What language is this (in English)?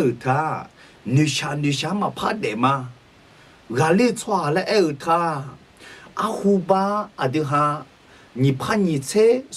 Akha